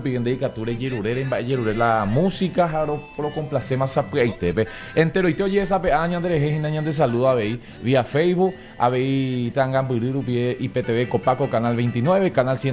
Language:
Guarani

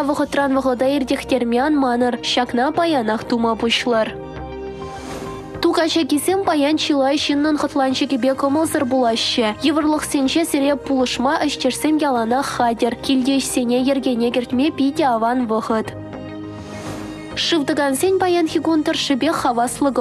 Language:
Chuvash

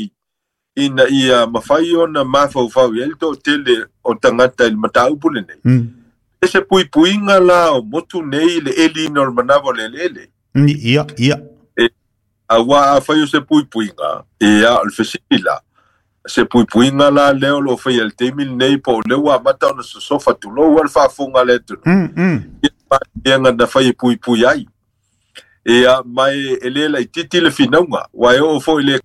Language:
Samoan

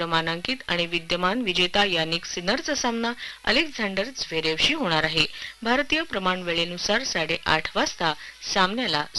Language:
Marathi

